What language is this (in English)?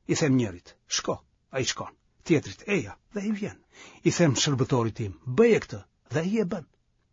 Albanian